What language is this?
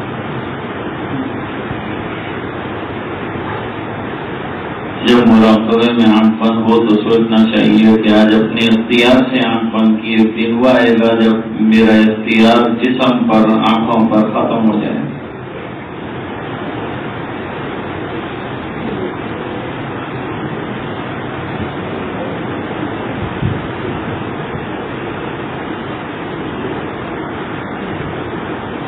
Urdu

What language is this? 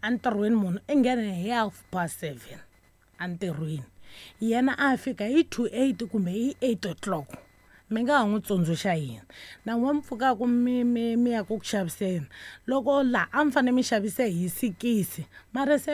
Tsonga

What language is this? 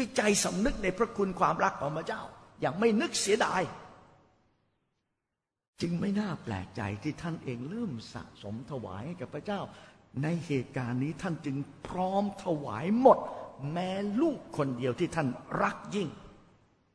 Thai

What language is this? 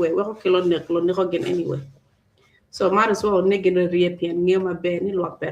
Acoli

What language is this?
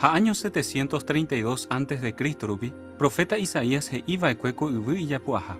Guarani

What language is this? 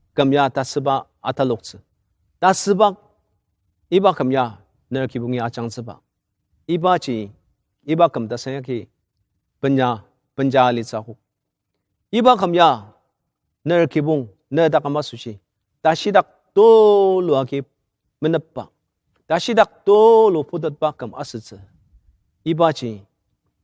Ao Naga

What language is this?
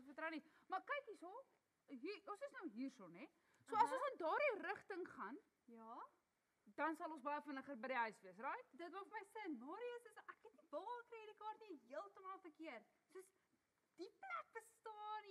Afrikaans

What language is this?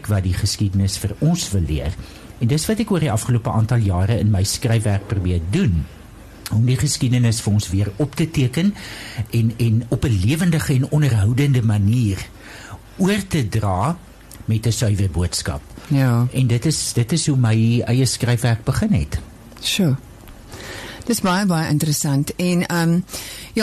Afrikaans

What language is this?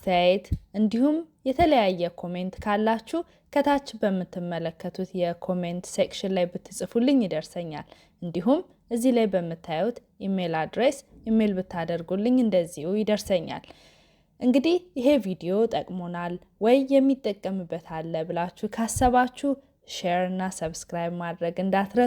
Amharic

